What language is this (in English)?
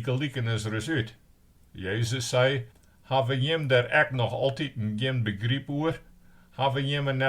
Western Frisian